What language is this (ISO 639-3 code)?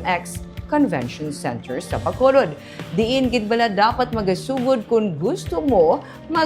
hil